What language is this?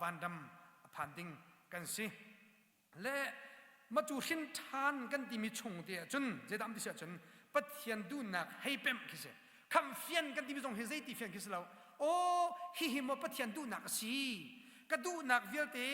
Hakha Chin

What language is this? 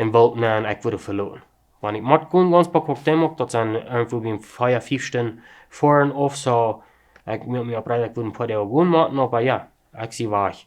Plautdietsch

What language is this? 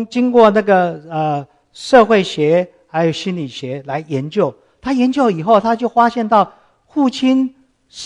Chinese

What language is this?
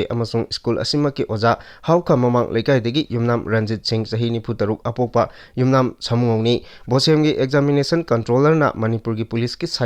Manipuri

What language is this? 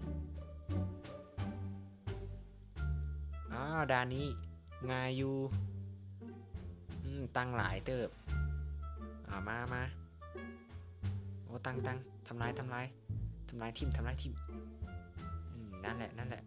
Lao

